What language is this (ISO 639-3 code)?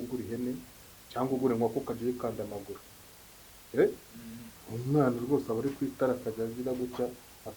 kin